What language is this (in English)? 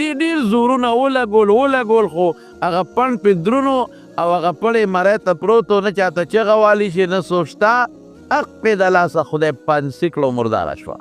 Pashto